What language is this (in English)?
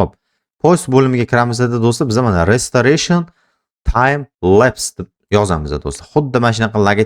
Uzbek